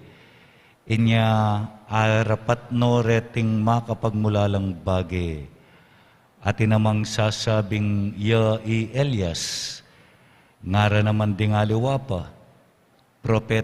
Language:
Pampanga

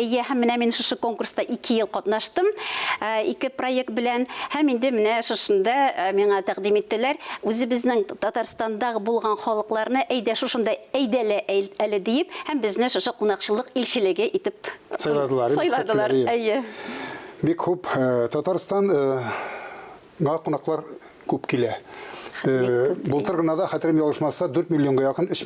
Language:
Tatar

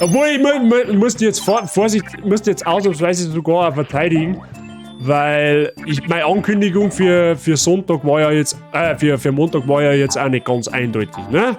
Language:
Bavarian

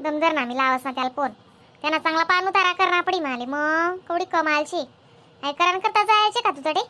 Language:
Khandesi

